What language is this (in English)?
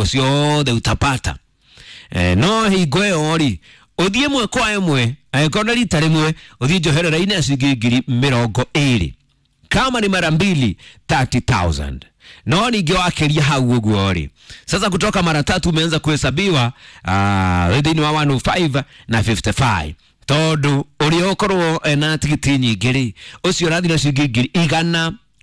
Kikuyu